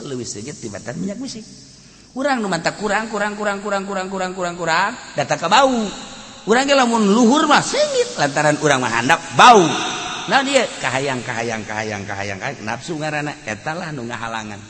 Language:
Sundanese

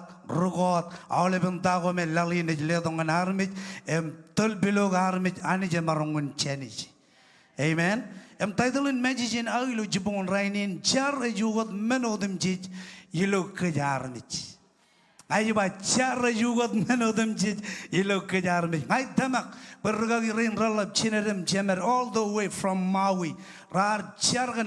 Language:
Marshallese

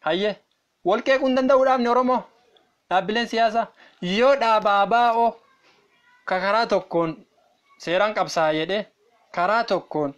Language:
Oromo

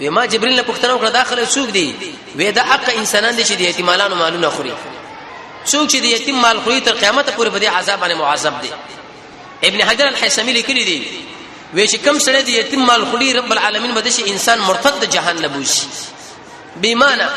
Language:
Pashto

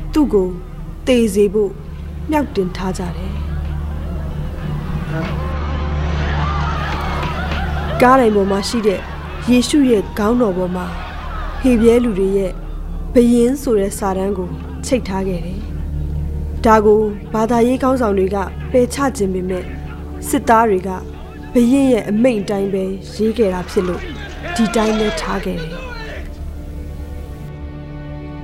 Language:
Burmese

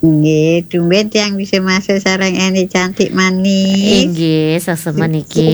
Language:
Balinese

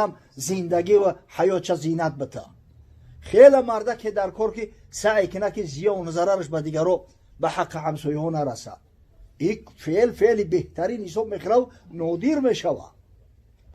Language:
Tajik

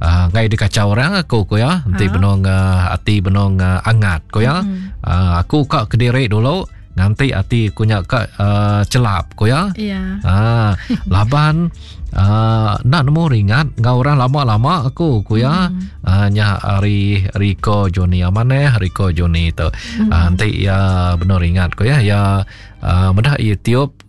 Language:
Iban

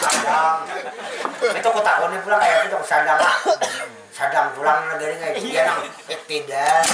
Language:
Banjar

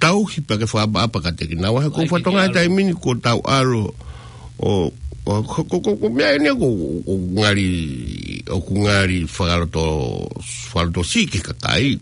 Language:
Tongan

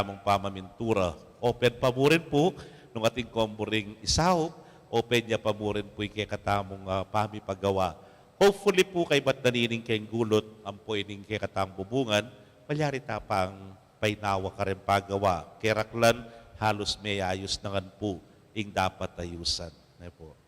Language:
Pampanga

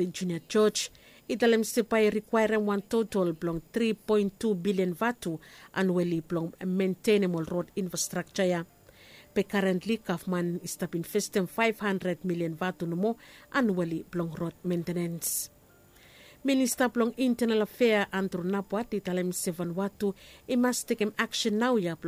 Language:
Bislama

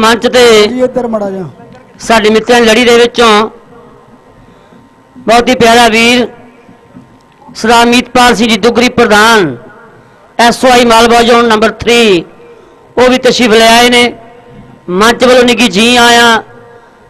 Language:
Punjabi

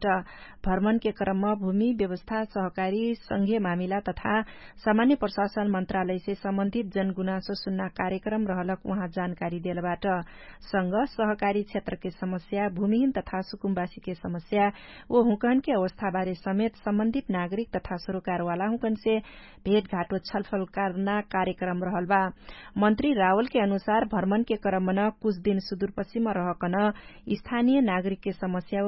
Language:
Dangaura Tharu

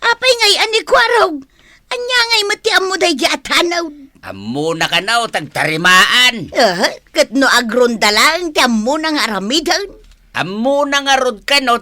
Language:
Iloko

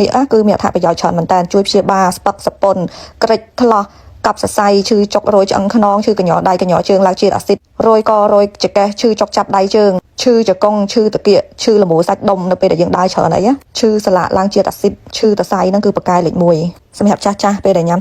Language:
Khmer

